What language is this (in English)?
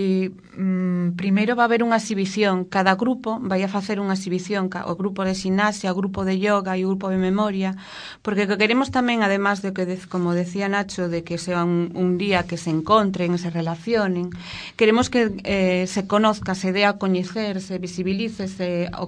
Galician